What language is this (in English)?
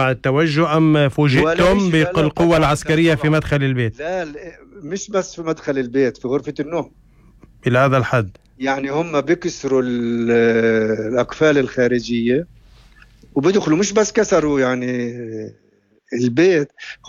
North Levantine Arabic